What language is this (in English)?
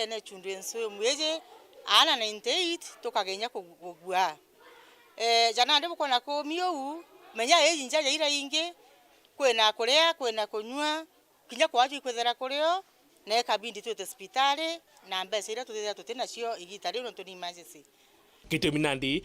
Meru